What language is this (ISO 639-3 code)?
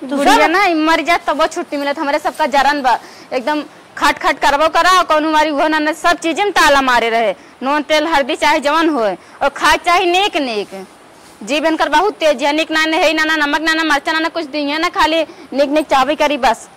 awa